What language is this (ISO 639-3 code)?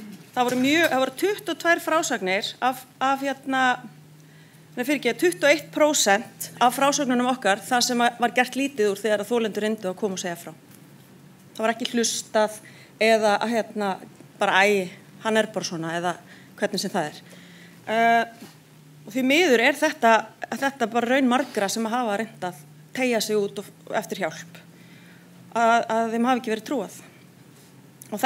isl